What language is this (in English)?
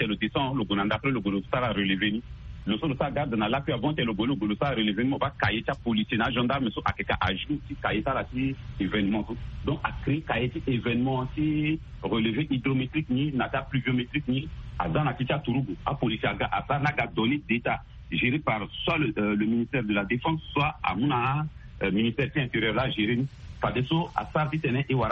Sango